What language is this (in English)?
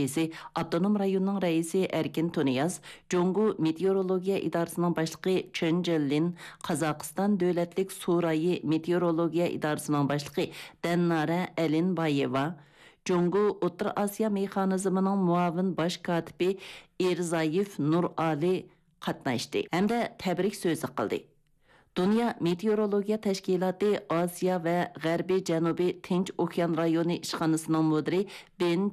Uyghur